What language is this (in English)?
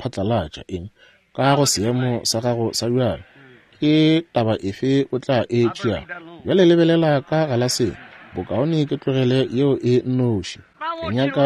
Northern Sotho